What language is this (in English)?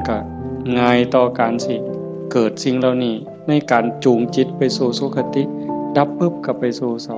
Northeastern Thai